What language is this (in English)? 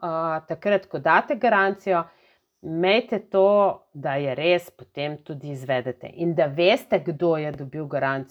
Slovenian